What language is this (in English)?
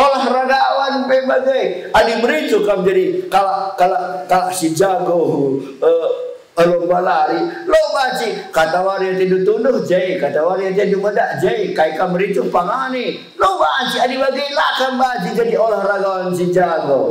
Batak Karo